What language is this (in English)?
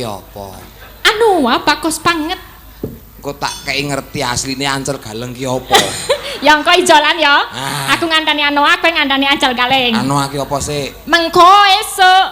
Javanese